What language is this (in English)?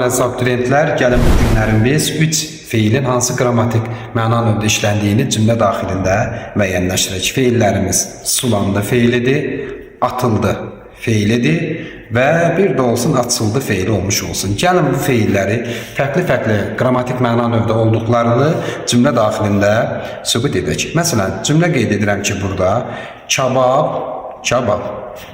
Azerbaijani